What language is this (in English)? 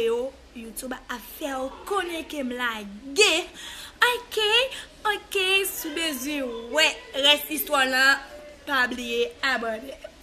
Haitian Creole